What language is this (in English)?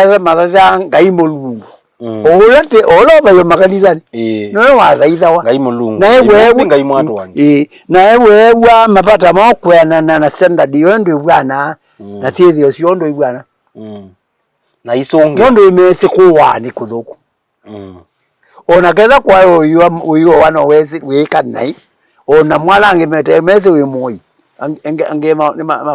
Kamba